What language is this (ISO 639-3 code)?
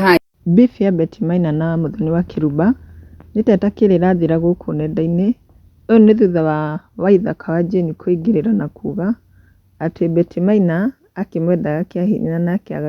kik